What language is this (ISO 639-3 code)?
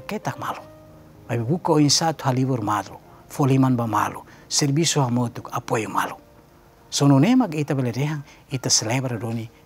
tet